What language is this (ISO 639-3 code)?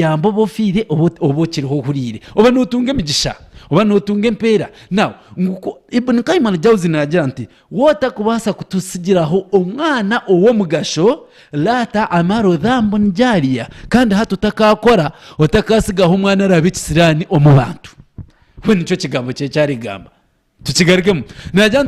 nyn